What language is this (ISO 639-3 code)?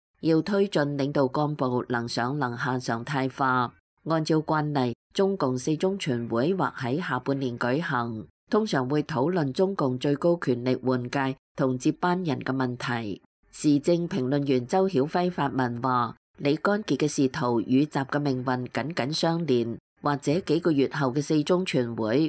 yue